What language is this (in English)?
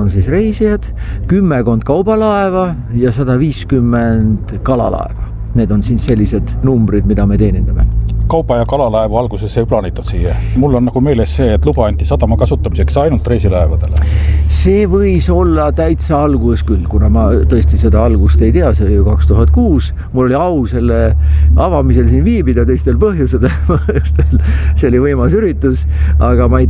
Estonian